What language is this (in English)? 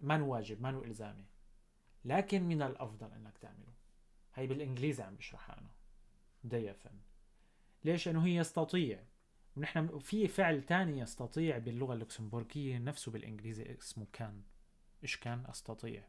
North Levantine Arabic